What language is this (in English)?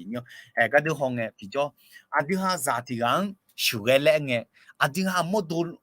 Akha